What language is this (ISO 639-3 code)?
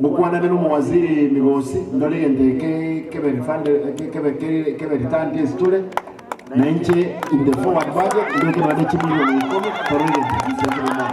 guz